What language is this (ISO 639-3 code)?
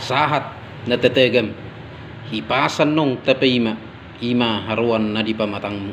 bbc